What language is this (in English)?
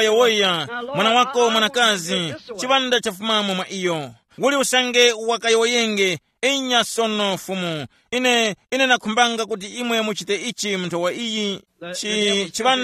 Tumbuka